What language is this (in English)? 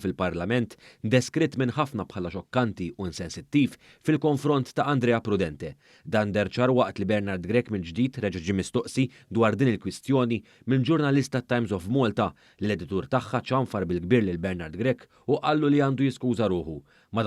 Maltese